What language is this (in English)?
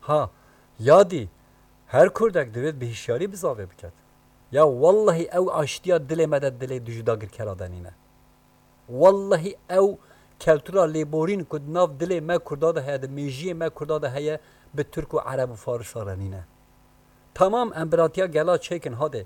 Kurdish